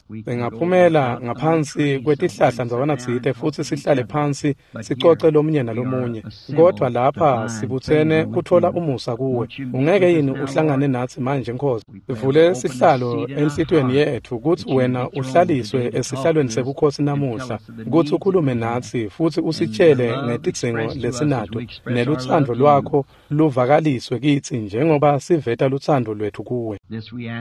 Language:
Swati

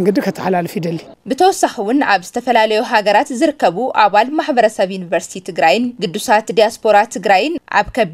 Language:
Tigrinya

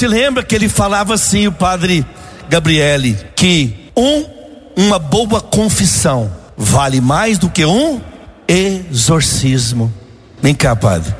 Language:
Portuguese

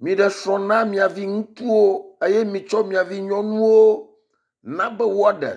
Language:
Ewe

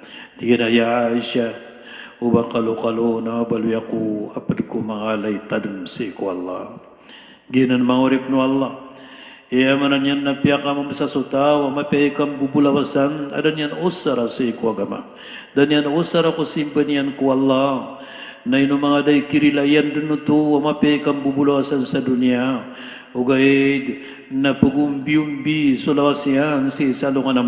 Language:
Maranao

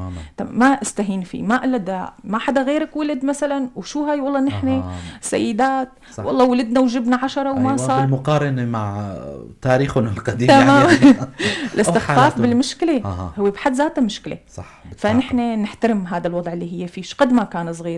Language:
North Levantine Arabic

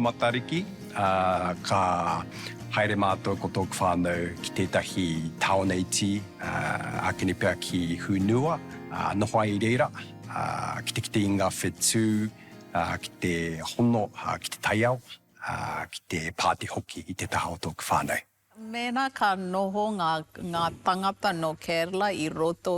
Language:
Māori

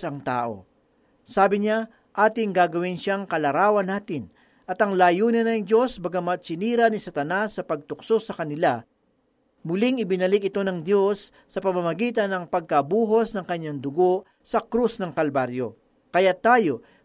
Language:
Filipino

